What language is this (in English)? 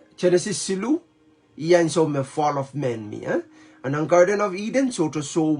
Pohnpeian